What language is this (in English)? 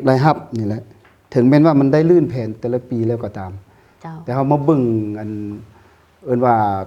Lao